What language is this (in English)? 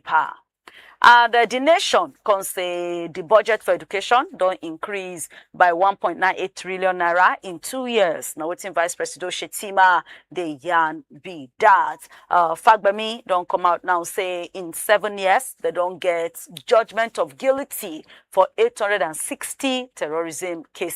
Nigerian Pidgin